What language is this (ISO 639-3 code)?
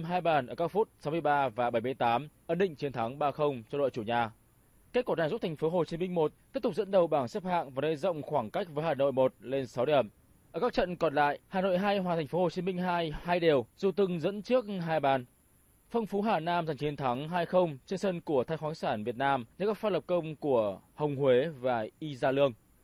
vie